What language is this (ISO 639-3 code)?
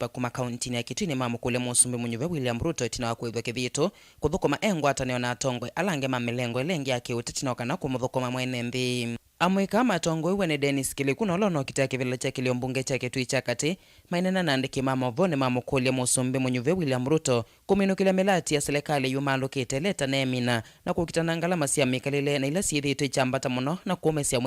kam